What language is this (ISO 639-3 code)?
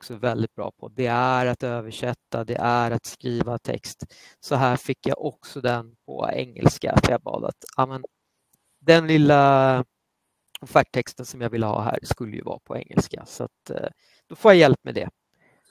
swe